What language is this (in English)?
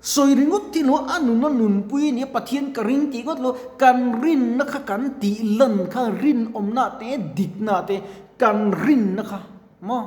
Mizo